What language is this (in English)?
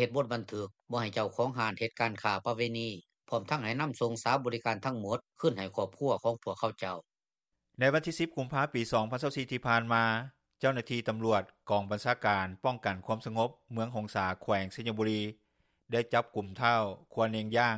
Lao